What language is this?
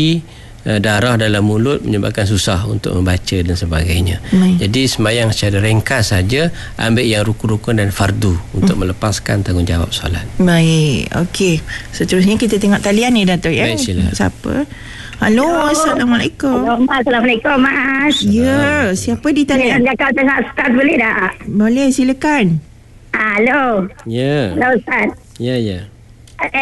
Malay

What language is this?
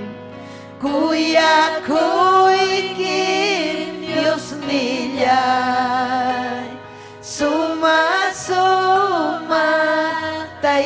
Ayacucho Quechua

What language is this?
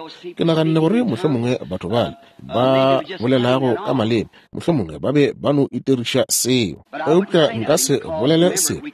Northern Sotho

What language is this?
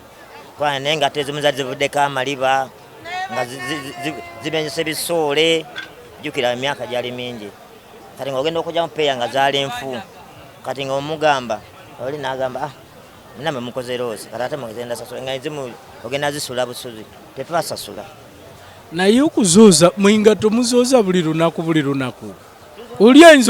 Ganda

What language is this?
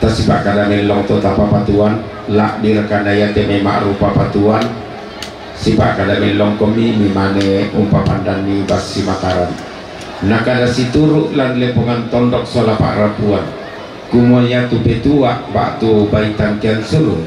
Toraja-Sa'dan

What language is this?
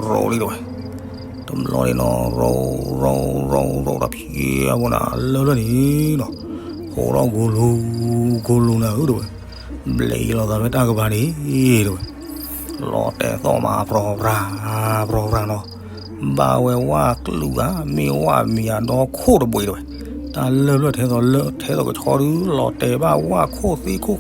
S'gaw Karen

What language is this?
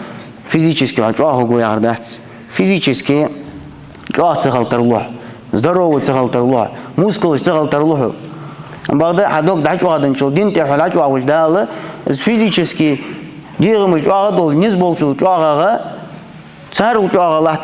Ingush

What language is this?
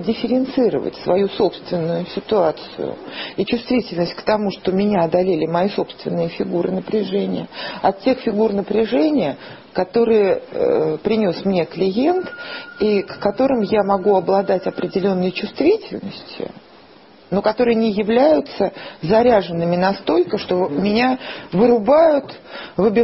Russian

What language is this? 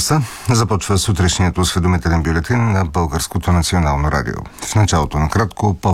Bulgarian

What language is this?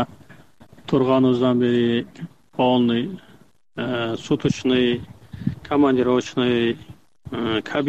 Kyrgyz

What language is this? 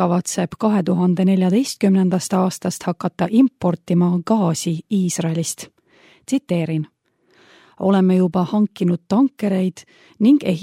Estonian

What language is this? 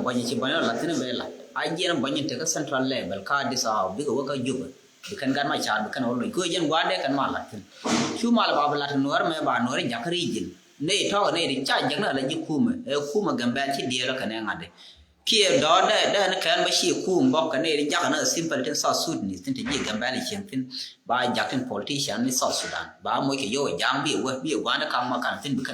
Nuer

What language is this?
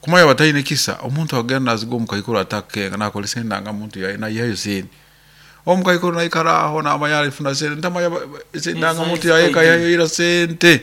Nyoro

